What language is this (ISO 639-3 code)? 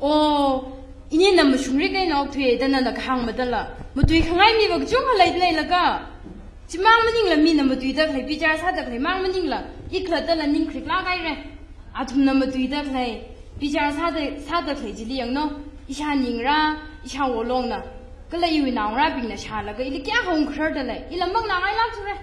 nmf